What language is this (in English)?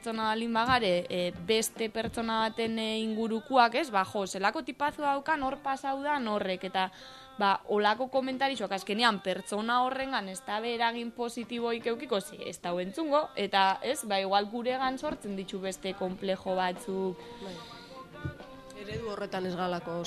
Basque